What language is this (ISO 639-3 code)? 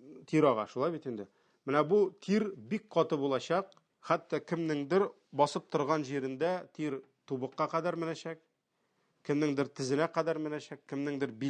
tat